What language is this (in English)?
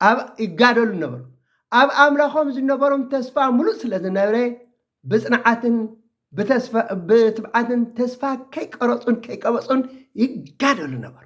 Tigrinya